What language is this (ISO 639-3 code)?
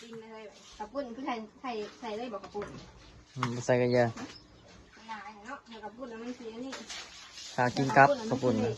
tts